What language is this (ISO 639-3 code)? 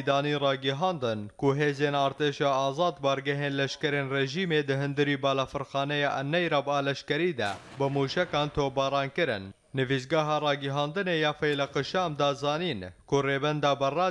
kur